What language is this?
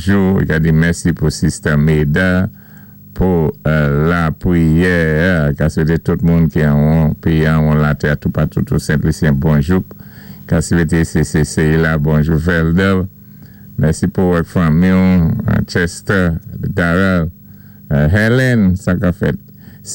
Saint Lucian Creole French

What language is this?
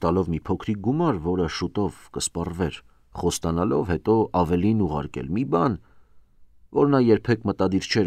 Armenian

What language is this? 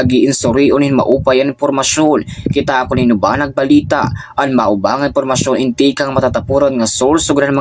Waray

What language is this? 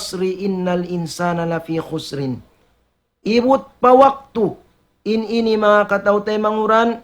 Tausug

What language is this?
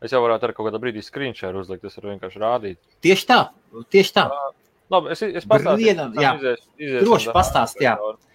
Latvian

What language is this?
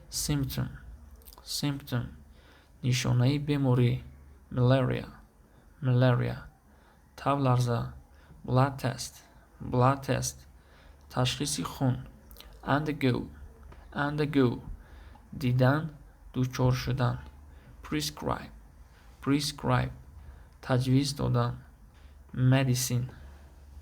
Tajik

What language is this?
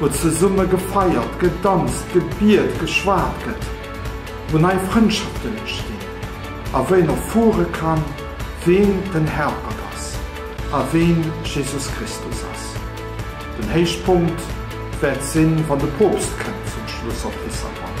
Luxembourgish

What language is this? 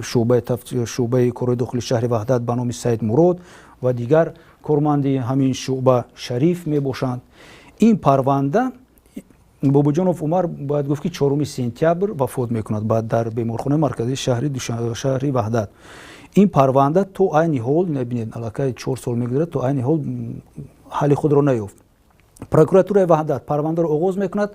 Tajik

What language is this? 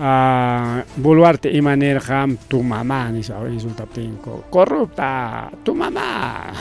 Ayacucho Quechua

